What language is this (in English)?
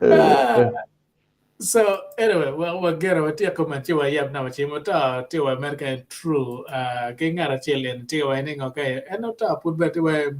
Acoli